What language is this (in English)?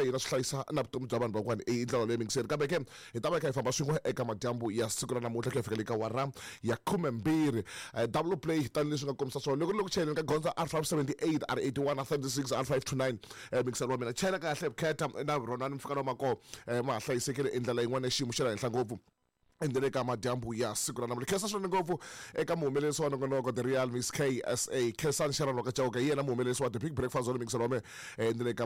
Tsonga